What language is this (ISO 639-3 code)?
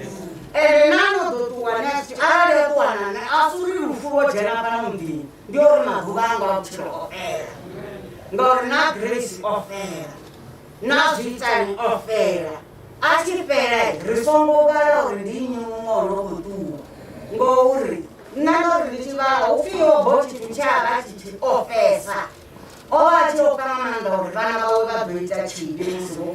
ven